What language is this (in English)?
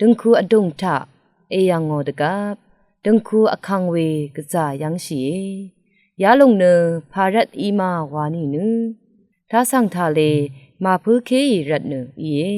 Rawang